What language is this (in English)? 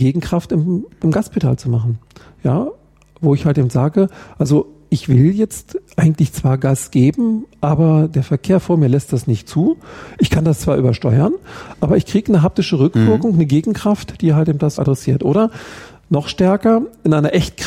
German